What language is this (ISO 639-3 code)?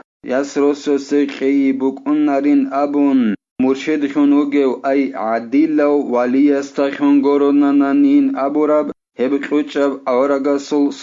ava